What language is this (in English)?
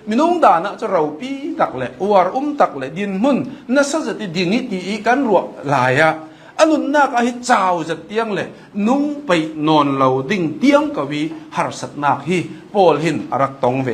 Hakha Chin